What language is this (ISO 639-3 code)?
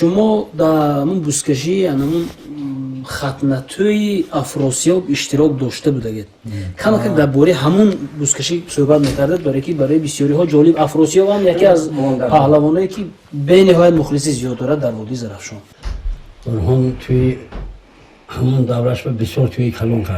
tgk